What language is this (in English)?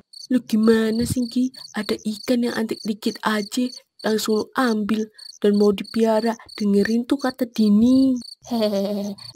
Betawi